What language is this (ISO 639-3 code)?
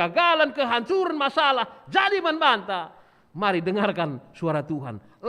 btx